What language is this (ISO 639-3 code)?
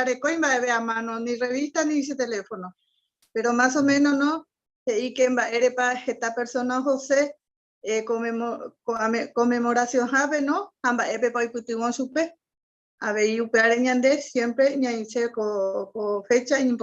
grn